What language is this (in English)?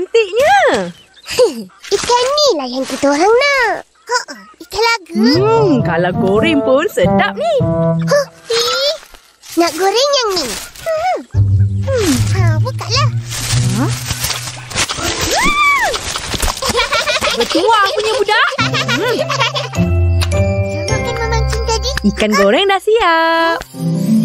Malay